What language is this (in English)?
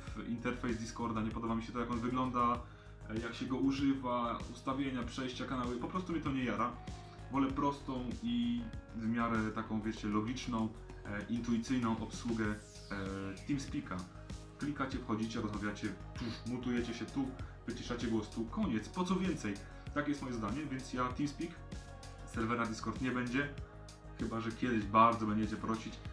Polish